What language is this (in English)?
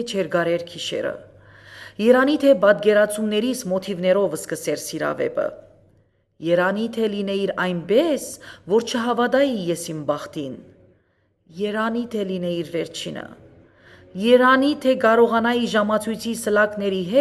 Armenian